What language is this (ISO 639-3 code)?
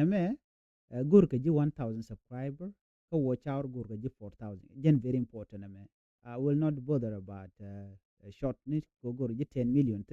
nus